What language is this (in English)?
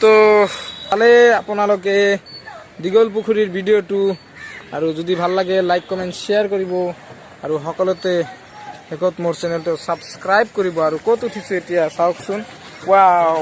Assamese